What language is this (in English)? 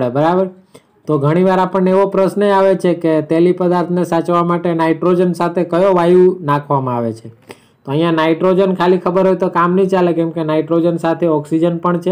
Gujarati